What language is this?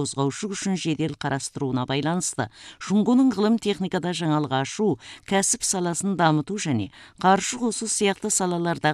Kazakh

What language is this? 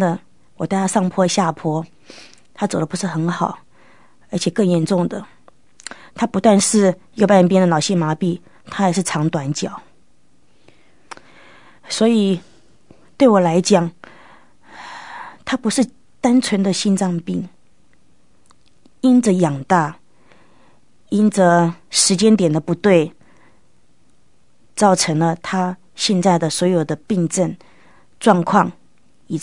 Chinese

